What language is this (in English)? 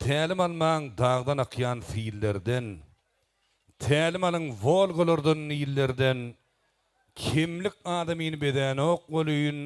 Turkmen